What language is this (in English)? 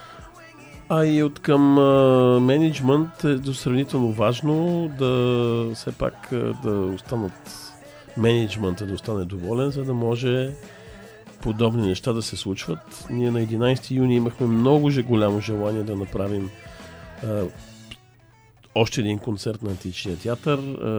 Bulgarian